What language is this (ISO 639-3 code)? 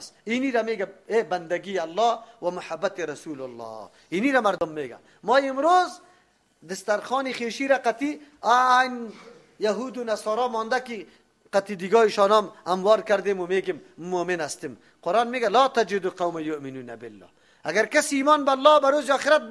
fas